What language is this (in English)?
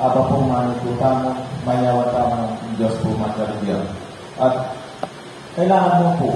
Pampanga